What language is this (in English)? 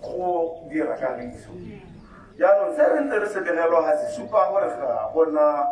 Tswana